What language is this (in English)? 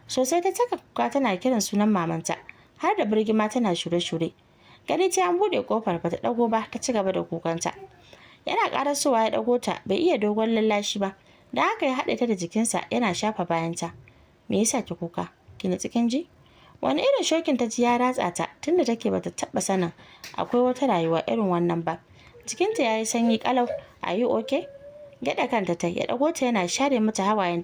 Hausa